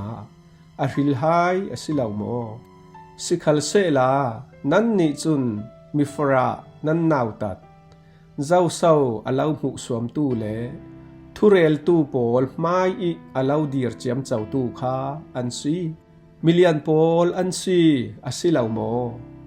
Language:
Falam Chin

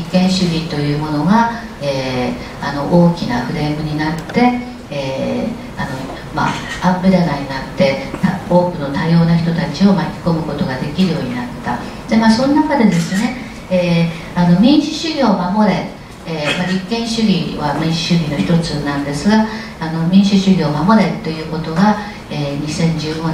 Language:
Japanese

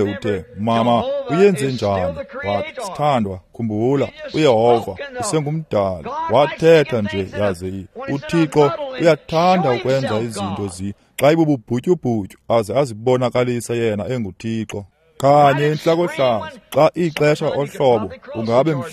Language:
Xhosa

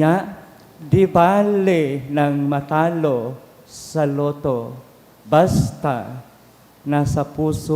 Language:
Bikol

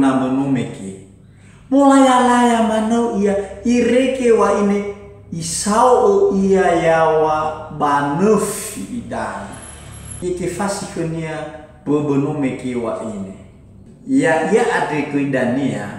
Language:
Nias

